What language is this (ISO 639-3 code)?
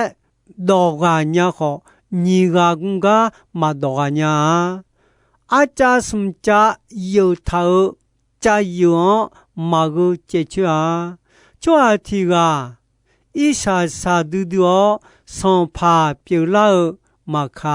ahk